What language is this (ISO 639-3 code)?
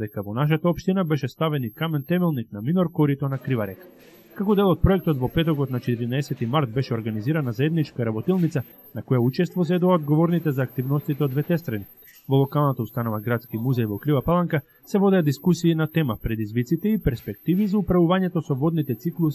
mkd